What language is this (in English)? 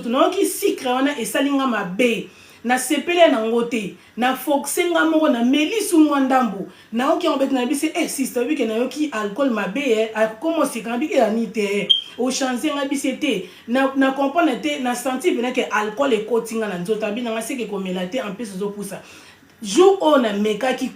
Lingala